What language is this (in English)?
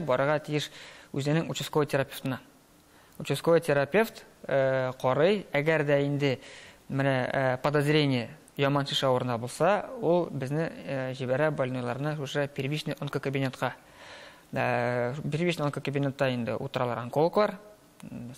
Tatar